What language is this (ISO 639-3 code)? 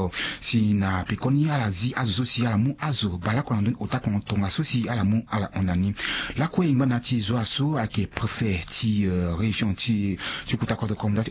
sag